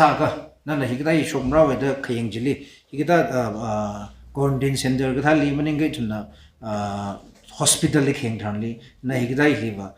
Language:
Tangkhul Naga (India)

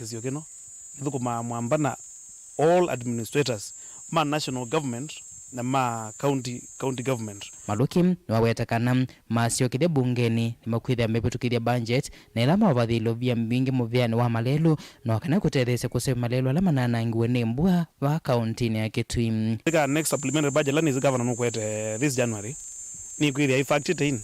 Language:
Kamba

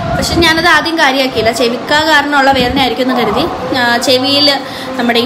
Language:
Malayalam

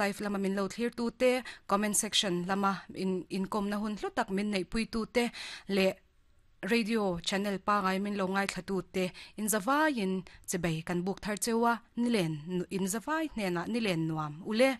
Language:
Mizo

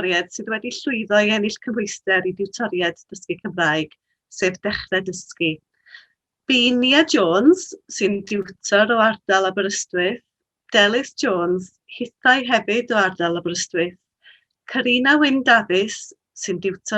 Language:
Welsh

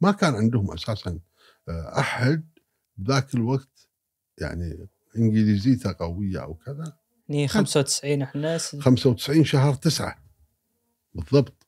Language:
Gulf Arabic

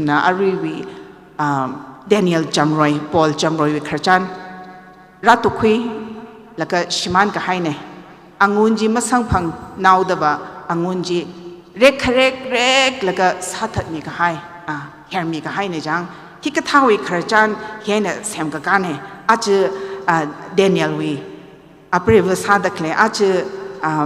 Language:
Tangkhul Naga (India)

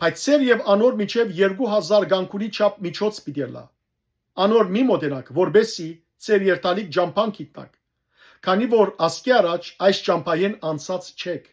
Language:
Western Armenian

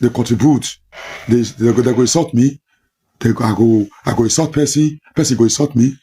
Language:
Nigerian Pidgin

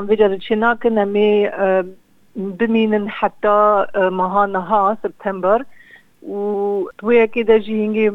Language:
Kurdish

